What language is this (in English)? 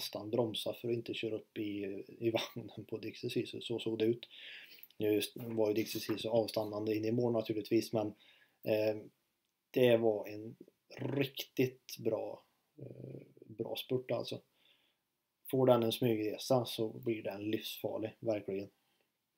Swedish